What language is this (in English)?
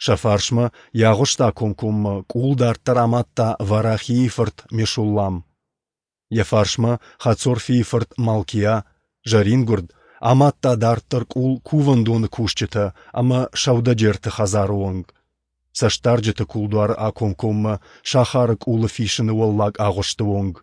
Ossetic